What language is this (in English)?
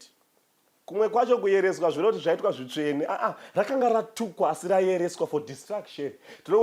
Shona